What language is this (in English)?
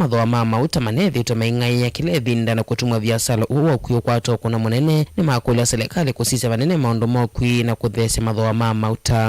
Kamba